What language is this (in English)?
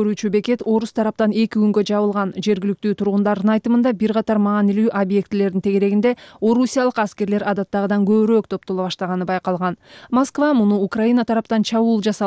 Kyrgyz